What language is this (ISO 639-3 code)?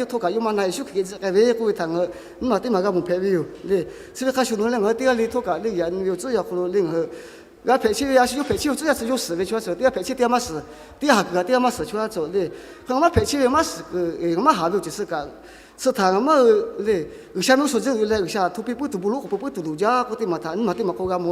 lhu